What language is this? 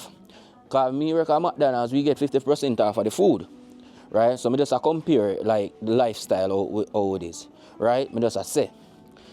Jamaican Creole English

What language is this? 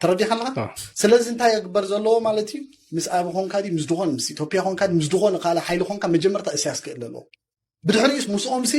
Tigrinya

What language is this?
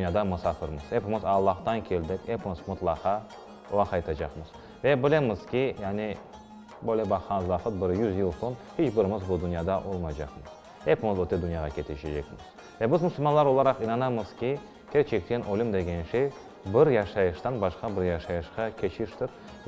Crimean Tatar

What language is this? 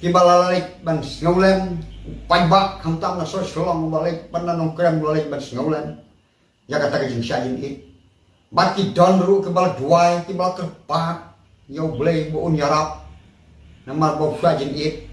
Khasi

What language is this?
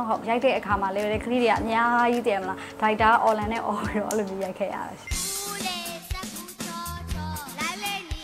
Burmese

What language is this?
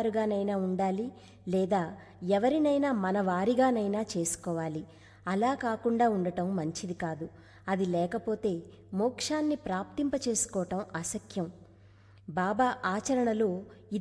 Telugu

